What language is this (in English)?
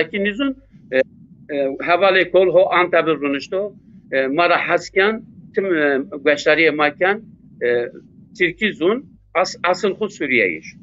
Zaza